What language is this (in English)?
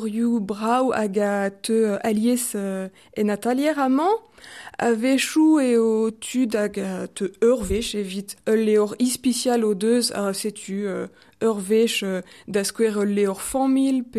Breton